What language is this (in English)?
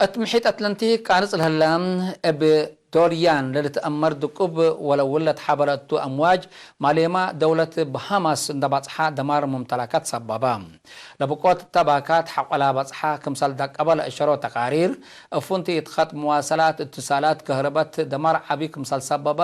Tigre